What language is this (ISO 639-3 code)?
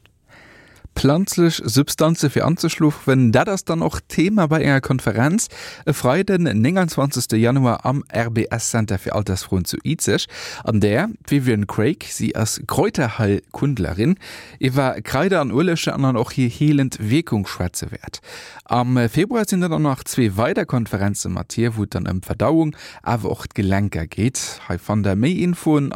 ltz